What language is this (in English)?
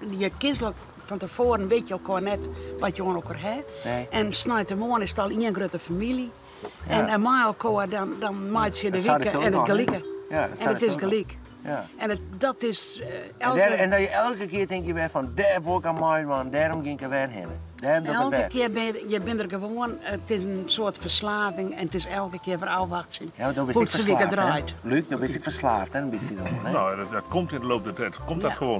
Western Frisian